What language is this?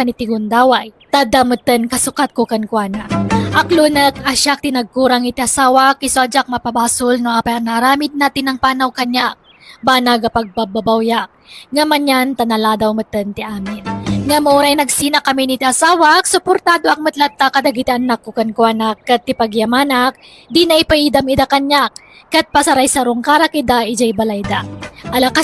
Iloko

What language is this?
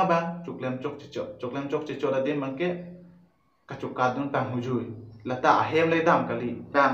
Karbi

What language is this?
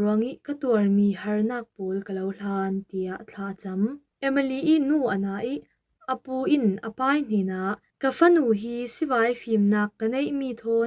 Falam Chin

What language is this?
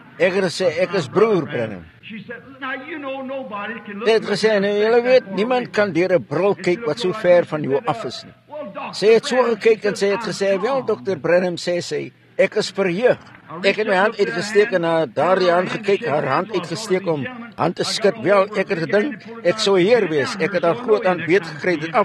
Afrikaans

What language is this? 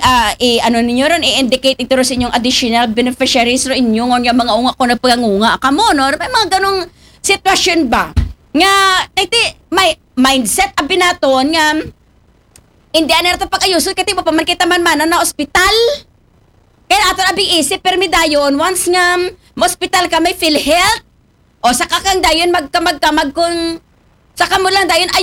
Aklanon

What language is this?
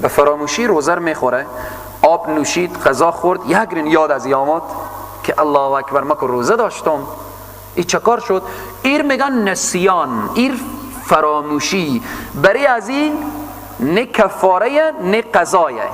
Persian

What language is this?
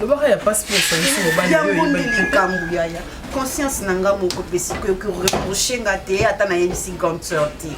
Lingala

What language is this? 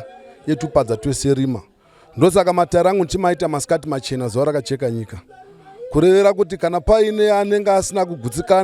Shona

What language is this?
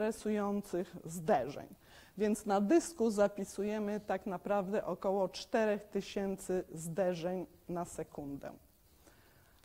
Polish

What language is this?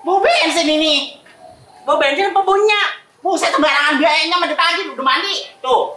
Betawi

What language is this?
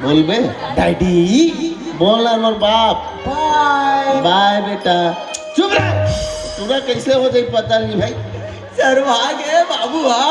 Chhattisgarhi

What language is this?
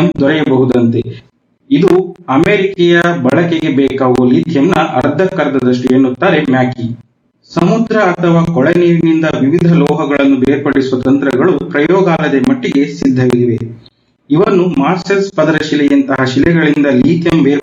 Kannada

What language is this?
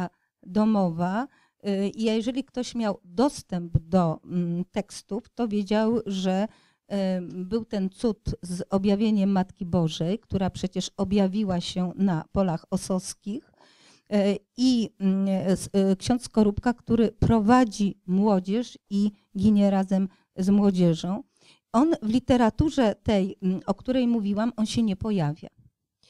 Polish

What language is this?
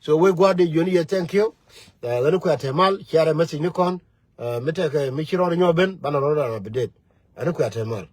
Nuer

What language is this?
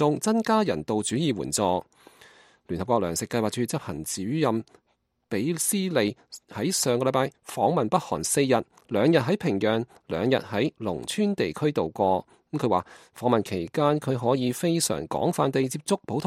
Cantonese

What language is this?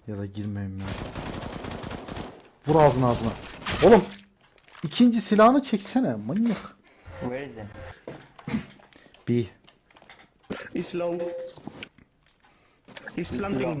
Turkish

